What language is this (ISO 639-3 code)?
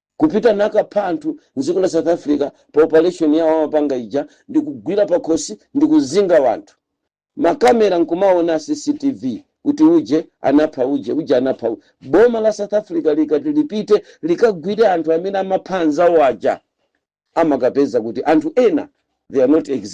nya